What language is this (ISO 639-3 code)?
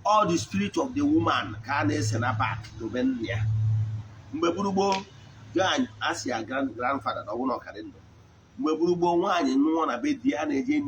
ibo